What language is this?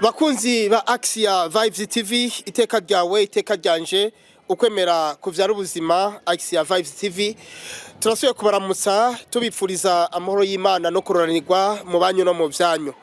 Rundi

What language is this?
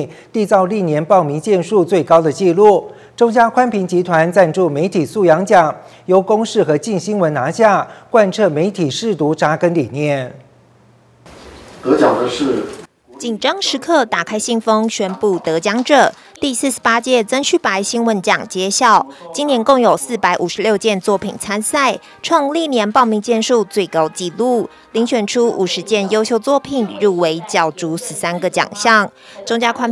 Chinese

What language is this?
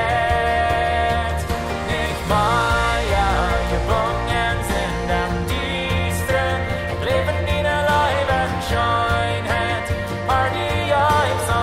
Plautdietsch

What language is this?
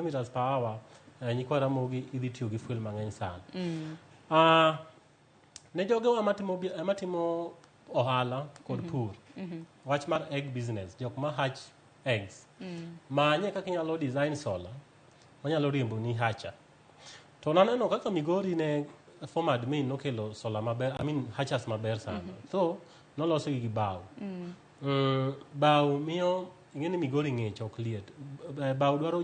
Luo (Kenya and Tanzania)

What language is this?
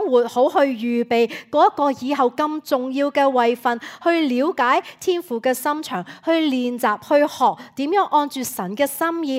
Cantonese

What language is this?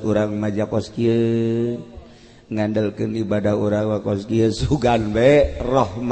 Sundanese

